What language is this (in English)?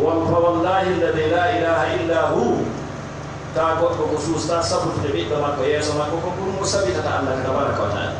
Fula